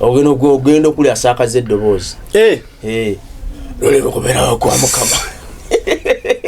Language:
Ganda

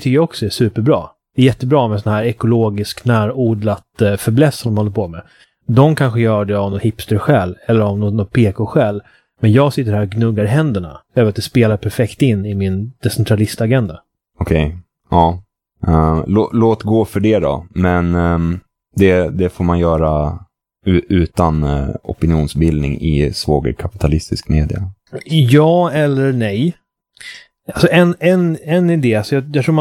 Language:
Swedish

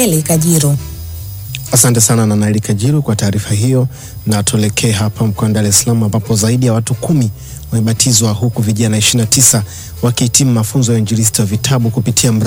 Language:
Swahili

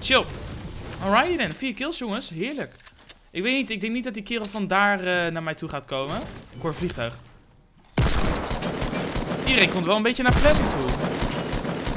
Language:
Dutch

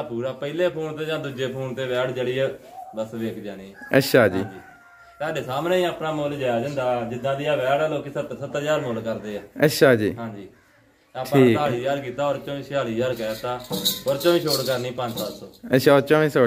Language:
Punjabi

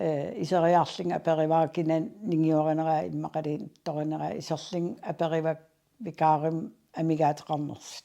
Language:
Kalaallisut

